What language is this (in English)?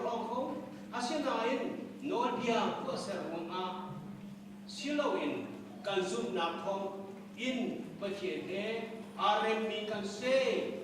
Hakha Chin